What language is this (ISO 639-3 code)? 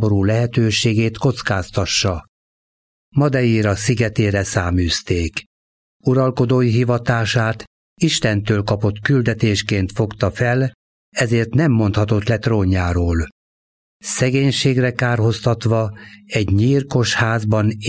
hun